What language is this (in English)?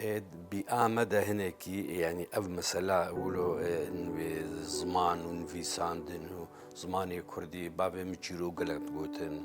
Kurdish